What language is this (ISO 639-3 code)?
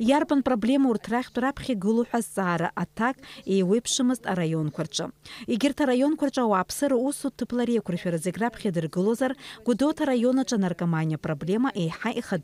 abk